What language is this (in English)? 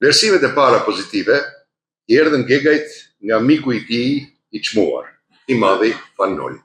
Albanian